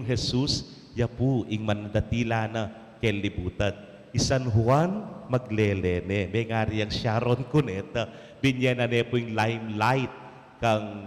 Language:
Pampanga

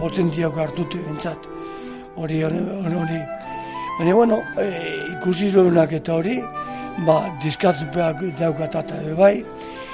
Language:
Basque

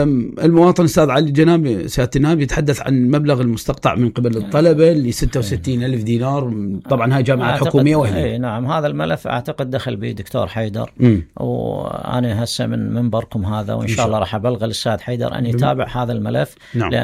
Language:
Mesopotamian Arabic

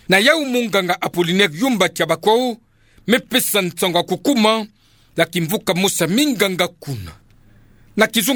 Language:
Kituba (Democratic Republic of Congo)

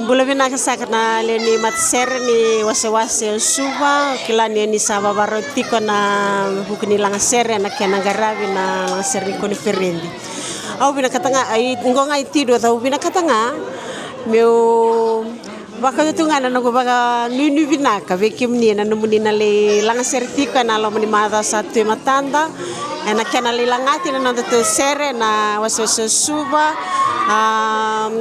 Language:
Fijian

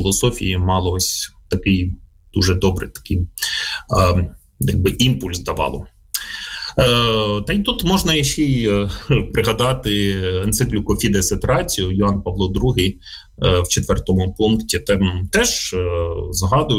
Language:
Ukrainian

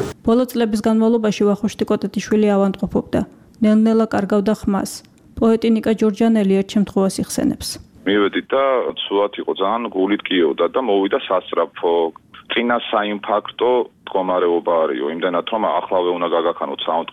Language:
Georgian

